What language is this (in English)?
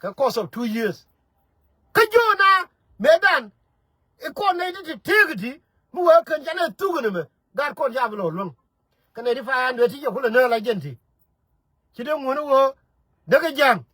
Nuer